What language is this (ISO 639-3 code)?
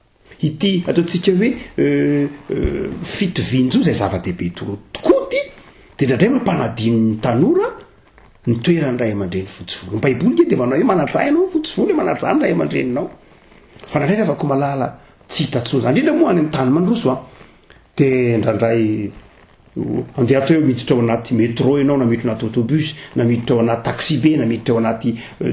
mlg